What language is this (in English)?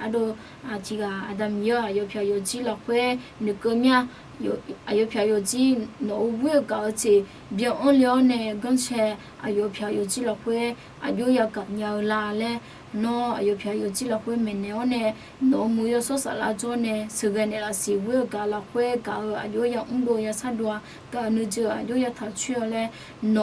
Akha